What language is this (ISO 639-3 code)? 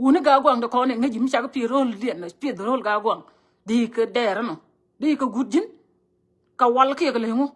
nus